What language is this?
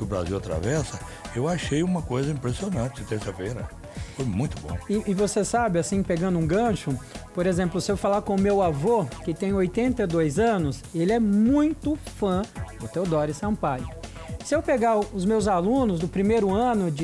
Portuguese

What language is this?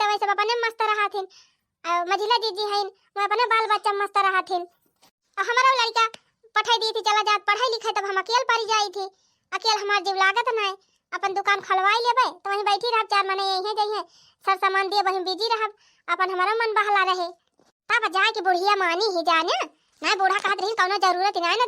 Awadhi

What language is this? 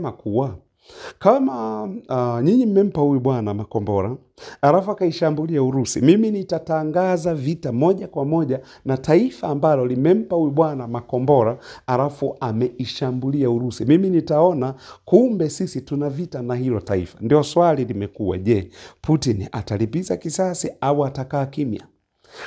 Swahili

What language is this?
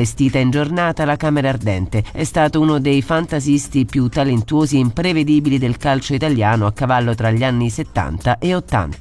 Italian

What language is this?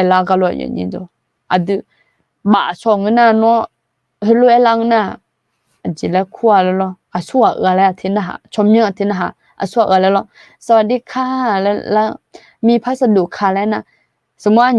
Akha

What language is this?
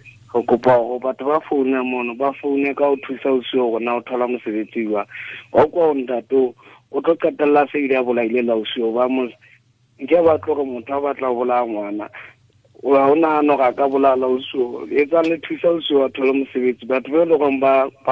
Tswana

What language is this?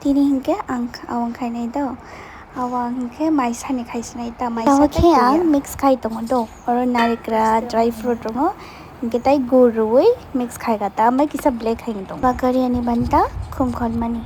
Kok Borok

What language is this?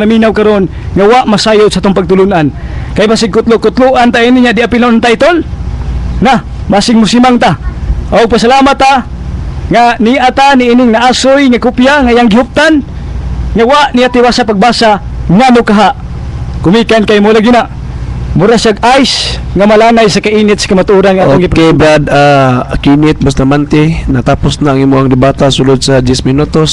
Cebuano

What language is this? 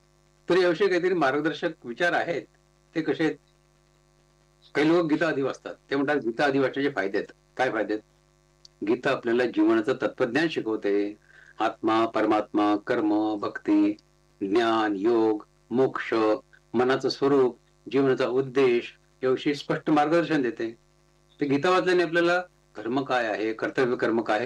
Marathi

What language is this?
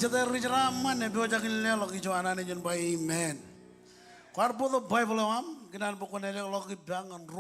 Marshallese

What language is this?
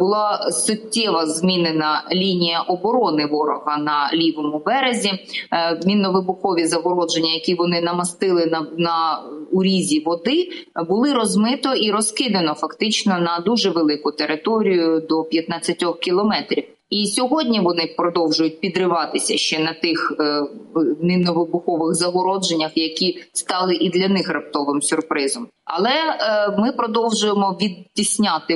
Ukrainian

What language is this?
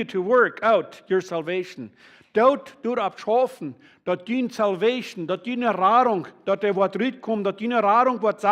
Plautdietsch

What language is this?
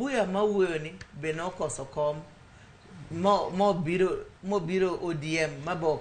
Luo (Kenya and Tanzania)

